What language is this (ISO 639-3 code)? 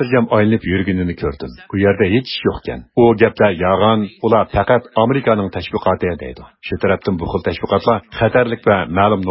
uig